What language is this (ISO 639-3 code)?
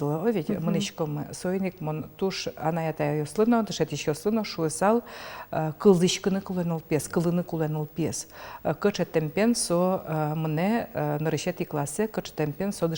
udm